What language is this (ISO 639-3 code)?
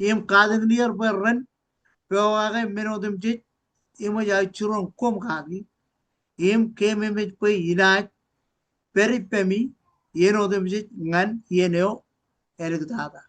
mah